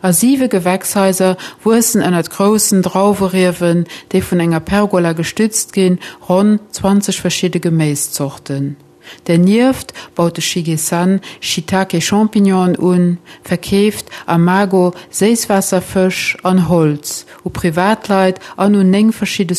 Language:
Luxembourgish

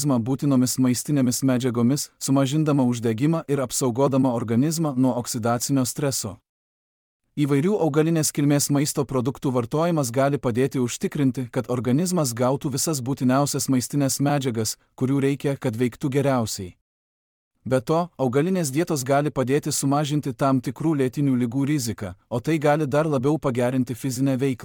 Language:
Lithuanian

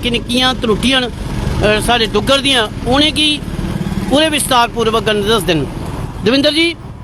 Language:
Dogri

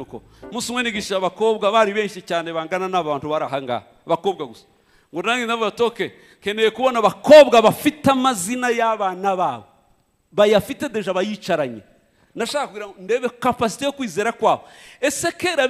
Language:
Kinyarwanda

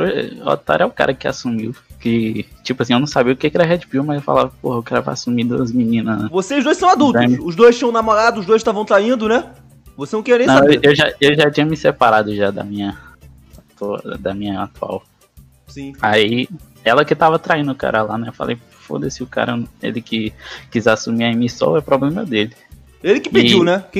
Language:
Portuguese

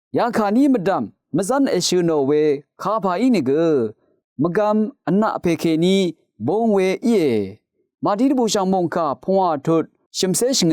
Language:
Rawang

